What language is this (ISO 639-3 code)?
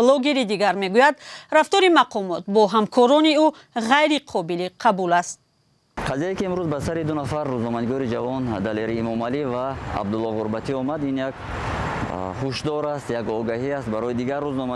tgk